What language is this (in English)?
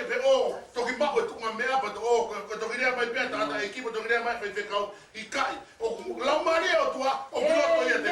Tongan